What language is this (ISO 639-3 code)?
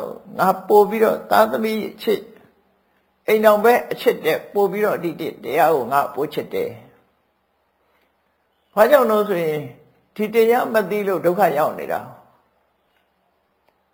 mya